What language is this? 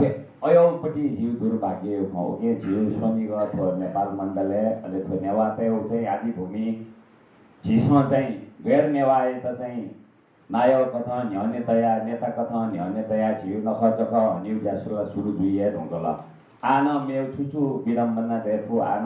Newari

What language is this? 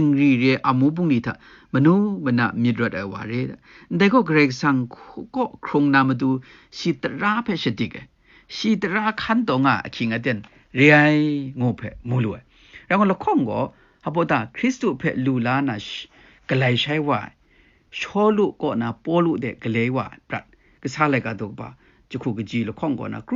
Kachin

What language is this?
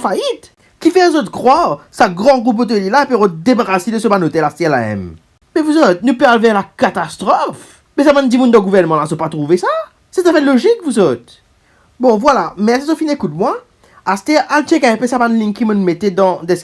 Morisyen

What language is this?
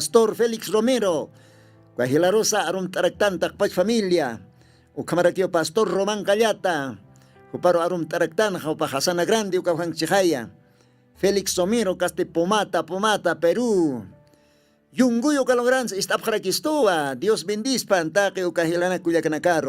Aymara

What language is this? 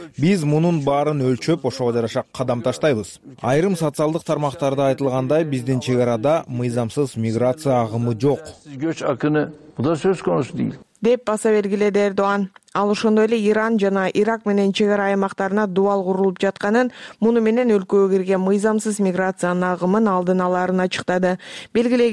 Kyrgyz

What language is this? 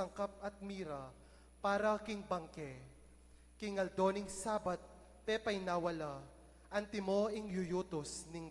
Pampanga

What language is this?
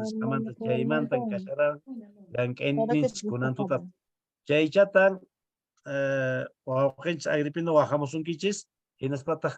Quechua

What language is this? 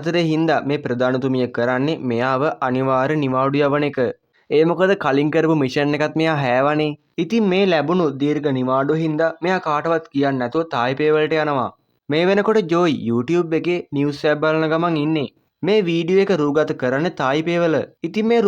Sinhala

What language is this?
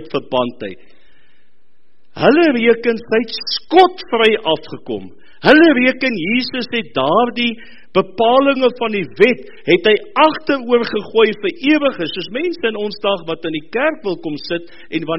Afrikaans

